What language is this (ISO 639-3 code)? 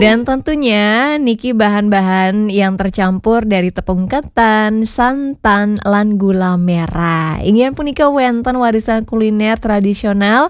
ban